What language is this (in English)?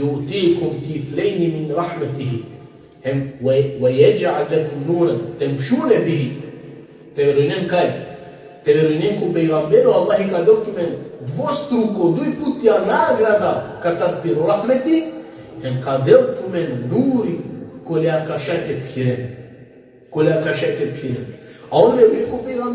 Balkan Romani